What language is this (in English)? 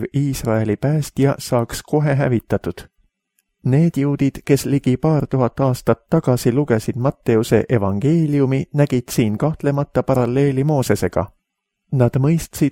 Estonian